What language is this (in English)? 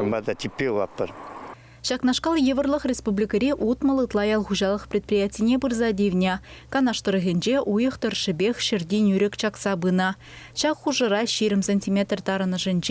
Chuvash